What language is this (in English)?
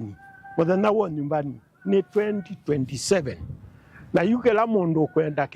Kamba